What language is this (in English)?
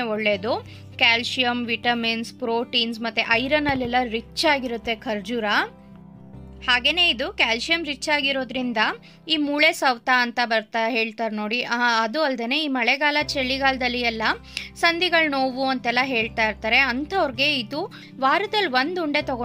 Kannada